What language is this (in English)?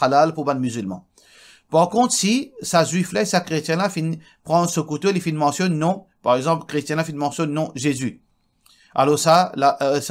Morisyen